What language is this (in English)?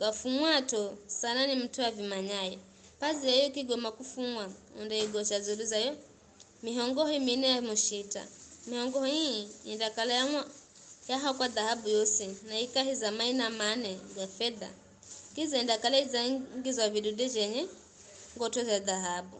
Giryama